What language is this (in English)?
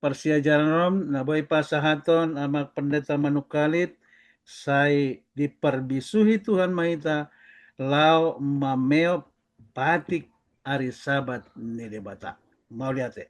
Batak Toba